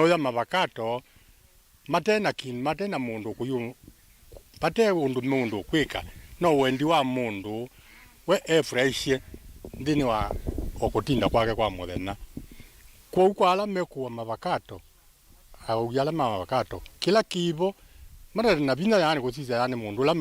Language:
Kamba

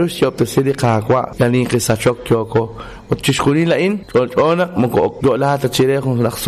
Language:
Kekchí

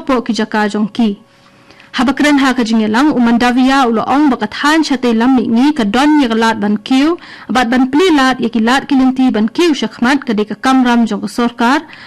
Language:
Khasi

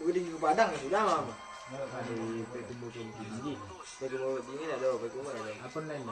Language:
Minangkabau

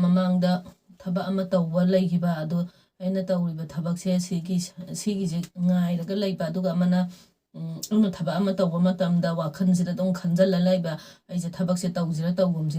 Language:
Manipuri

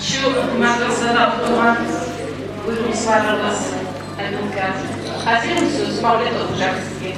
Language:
Kumyk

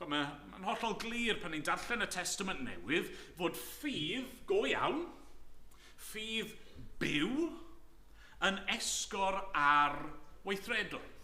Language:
Welsh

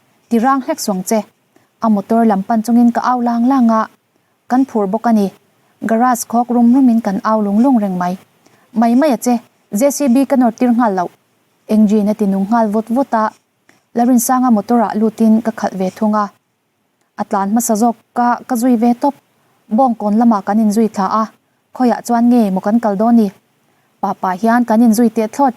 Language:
Mizo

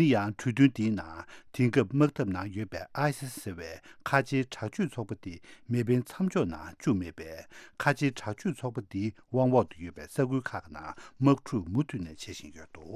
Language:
Tibetan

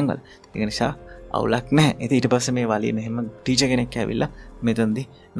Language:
Sinhala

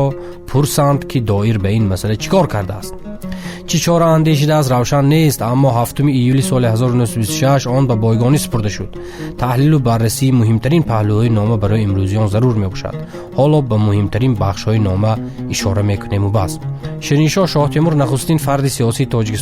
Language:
Tajik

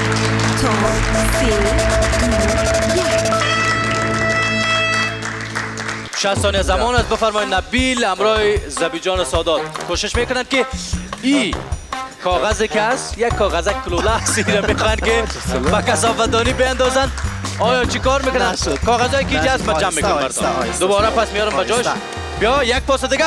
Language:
Persian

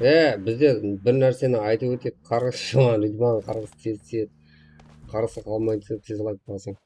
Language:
Kara-Kalpak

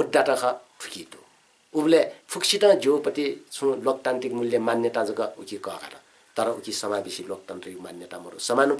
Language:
Newari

